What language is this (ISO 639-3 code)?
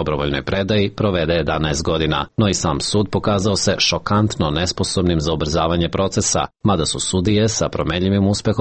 srp